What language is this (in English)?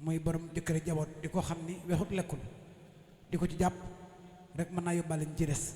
Wolof